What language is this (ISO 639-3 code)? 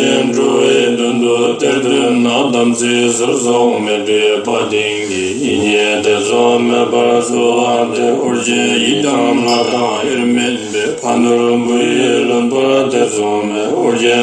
bod